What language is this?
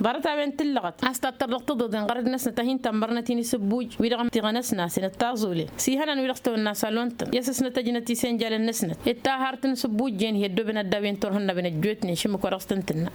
Tamasheq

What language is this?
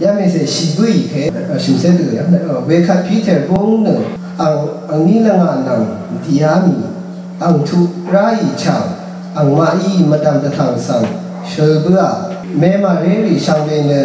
Rawang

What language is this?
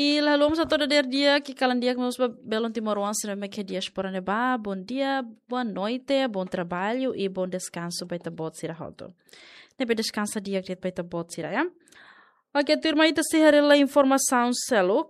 Tetum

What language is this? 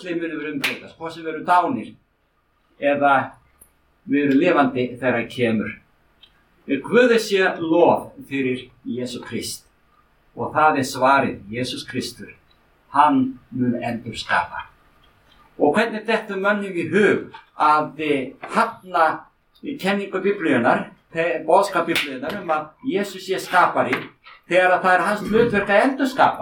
Icelandic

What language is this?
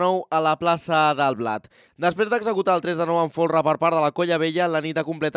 Catalan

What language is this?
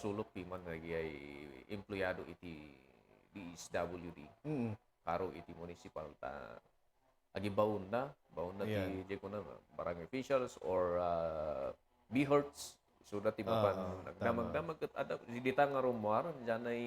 Iloko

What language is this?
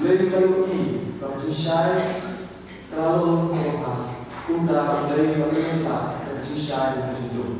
Khasi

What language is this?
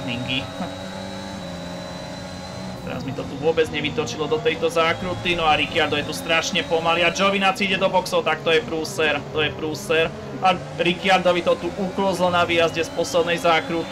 Slovak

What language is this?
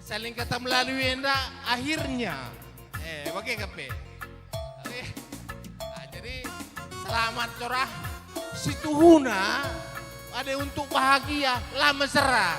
Batak Karo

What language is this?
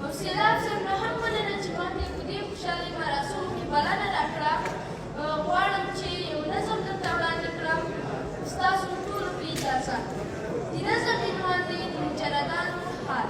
Pashto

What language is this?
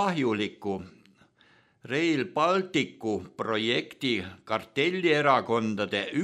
Estonian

